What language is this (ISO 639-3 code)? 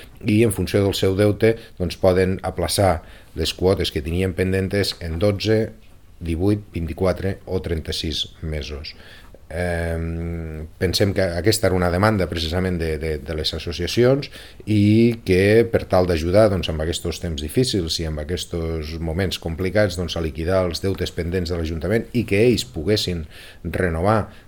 cat